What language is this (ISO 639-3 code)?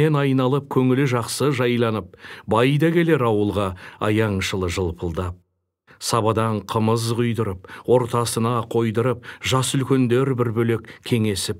kaz